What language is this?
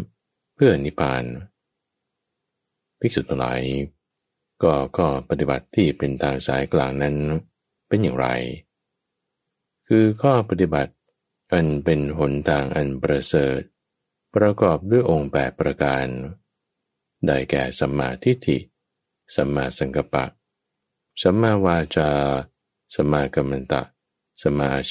Thai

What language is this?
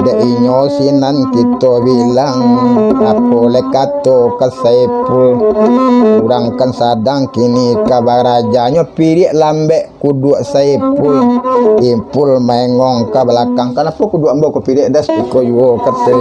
Minangkabau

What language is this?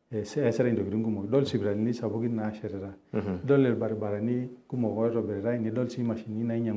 Masai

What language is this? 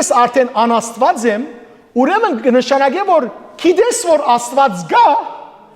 Western Armenian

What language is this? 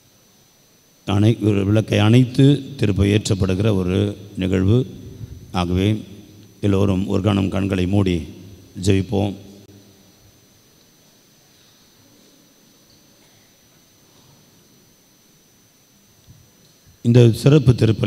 Tamil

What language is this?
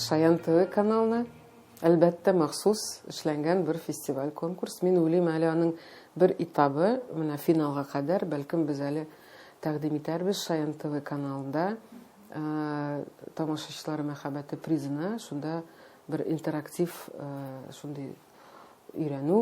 Tatar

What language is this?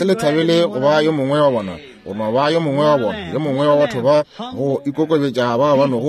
Northern Sotho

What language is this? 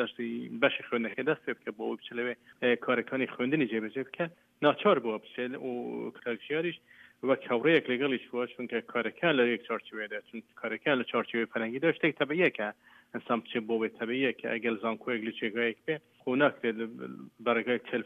Central Kurdish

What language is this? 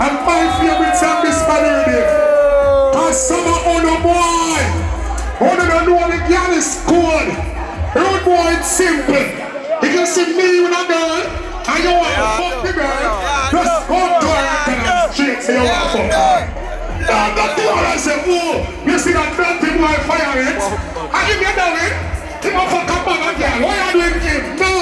Jamaican Creole English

